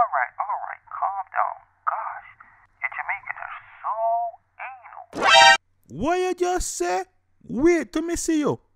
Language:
Jamaican Creole English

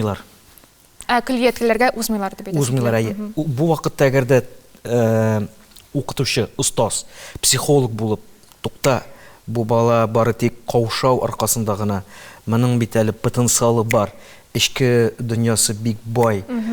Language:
Tatar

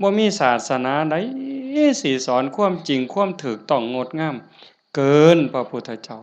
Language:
Northeastern Thai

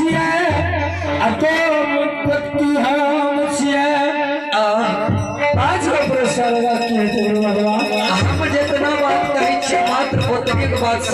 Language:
Maithili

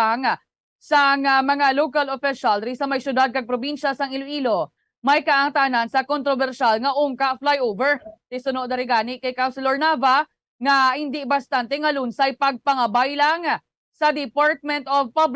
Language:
Hiligaynon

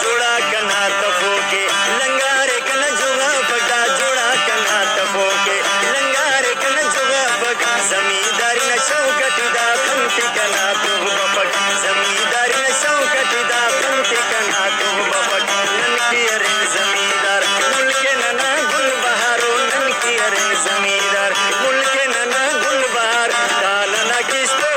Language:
Brahui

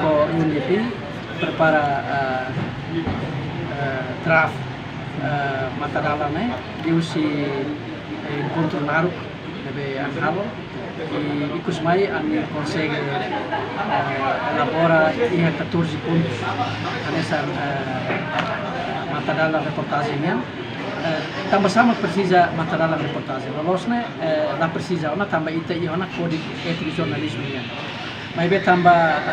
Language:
Tetum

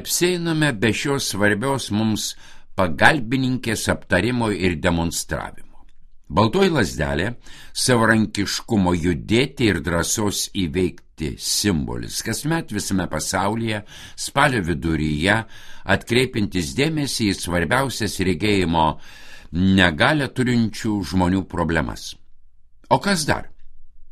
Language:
Lithuanian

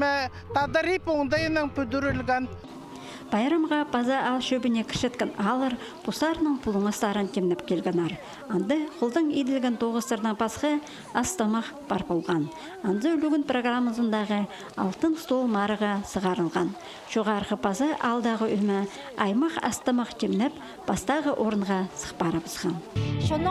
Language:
Khakas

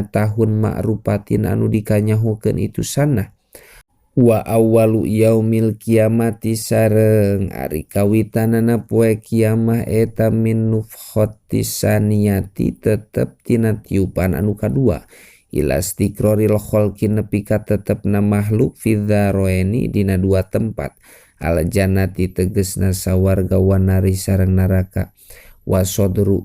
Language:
Sundanese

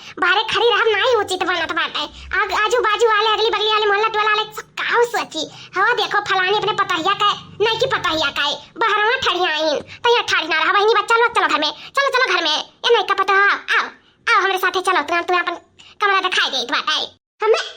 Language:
Awadhi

